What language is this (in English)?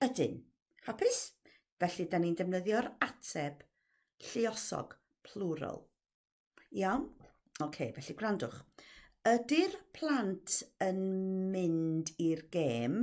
Welsh